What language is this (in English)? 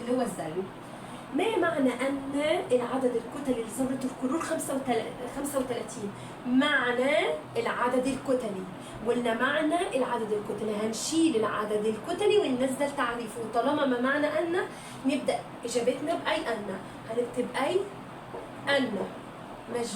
Egyptian Arabic